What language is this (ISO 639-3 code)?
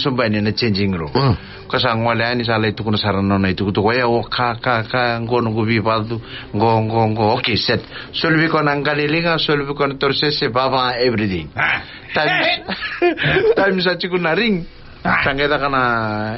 fij